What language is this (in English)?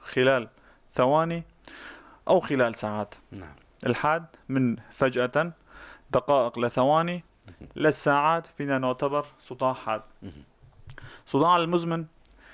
North Levantine Arabic